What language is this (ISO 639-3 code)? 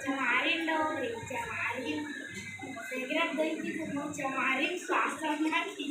hne